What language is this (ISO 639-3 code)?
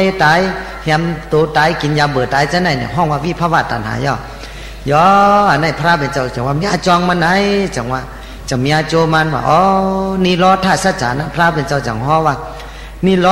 shn